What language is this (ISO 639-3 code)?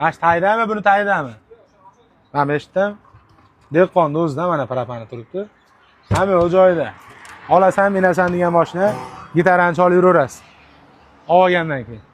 uzb